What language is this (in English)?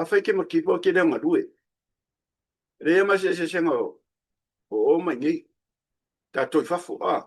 Samoan